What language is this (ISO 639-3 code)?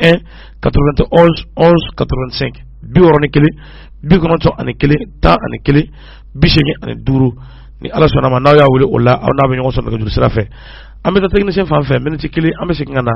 bam